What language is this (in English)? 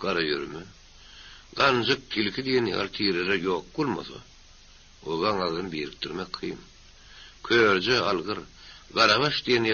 Turkmen